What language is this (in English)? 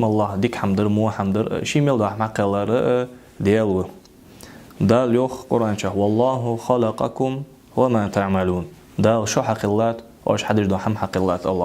Ingush